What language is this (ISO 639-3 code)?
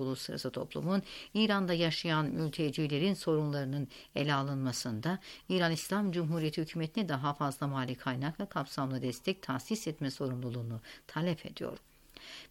tur